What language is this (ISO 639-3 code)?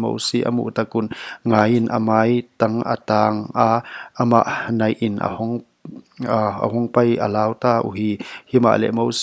pck